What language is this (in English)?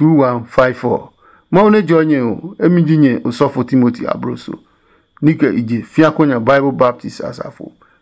Adangme